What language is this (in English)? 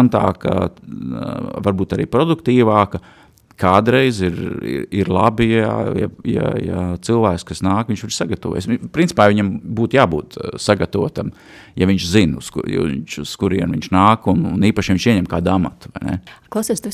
Latvian